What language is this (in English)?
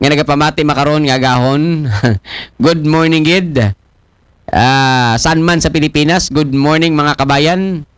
Aklanon